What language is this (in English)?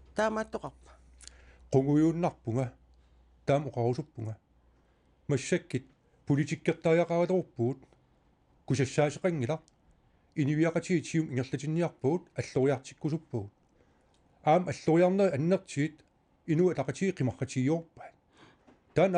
Kalaallisut